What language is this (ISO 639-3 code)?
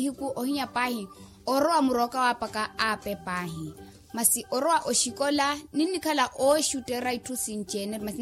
vmw